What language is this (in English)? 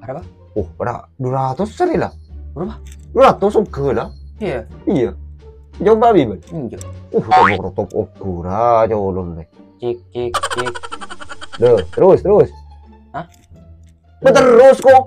Madurese